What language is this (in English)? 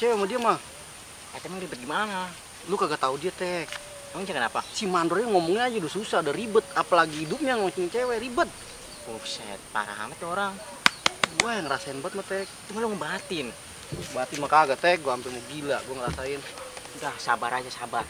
Betawi